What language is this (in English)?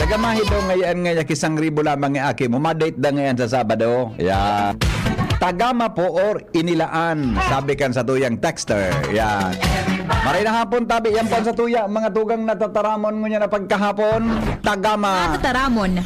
Bikol